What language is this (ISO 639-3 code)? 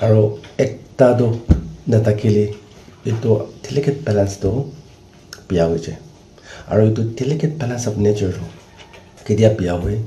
nag